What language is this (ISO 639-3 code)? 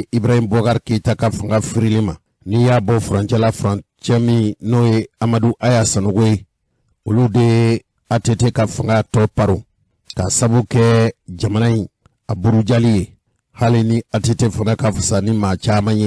bam